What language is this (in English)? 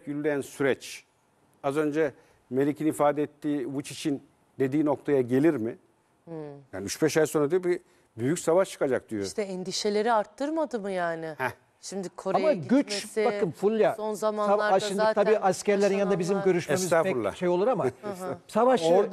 Turkish